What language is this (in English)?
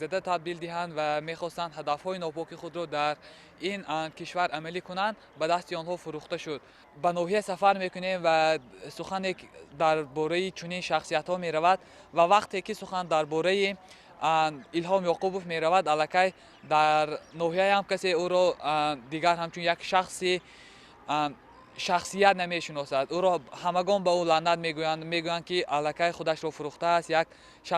Tajik